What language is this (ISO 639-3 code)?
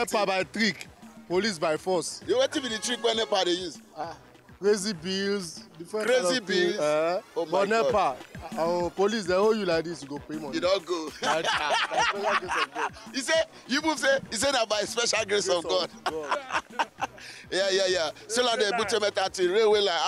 pcm